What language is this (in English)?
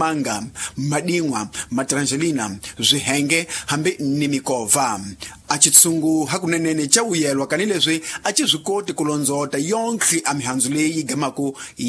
Tsonga